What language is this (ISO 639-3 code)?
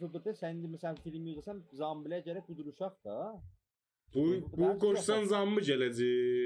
azb